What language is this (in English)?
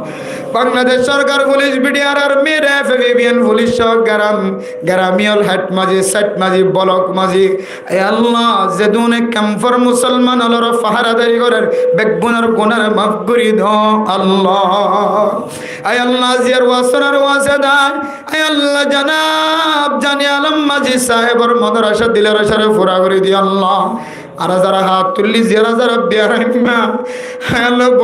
Rohingya